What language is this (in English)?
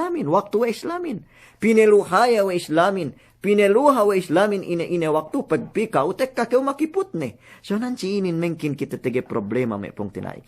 Yakan